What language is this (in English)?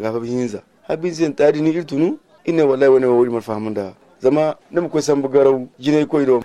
Zarma